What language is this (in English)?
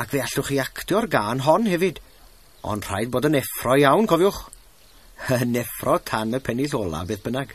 Welsh